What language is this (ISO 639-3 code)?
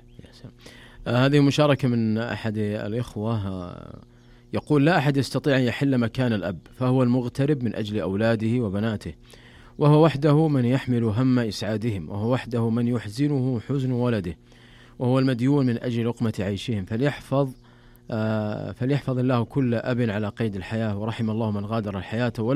ara